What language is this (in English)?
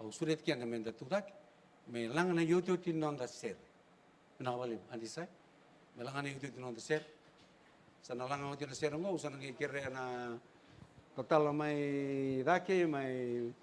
Fijian